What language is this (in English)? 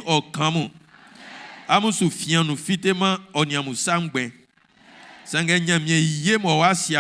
Baoulé